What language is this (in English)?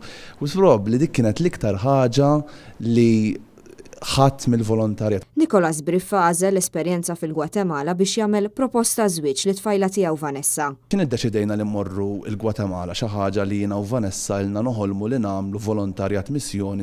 Maltese